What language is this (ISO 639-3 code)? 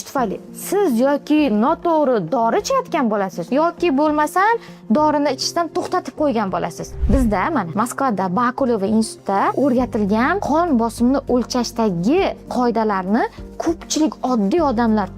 uzb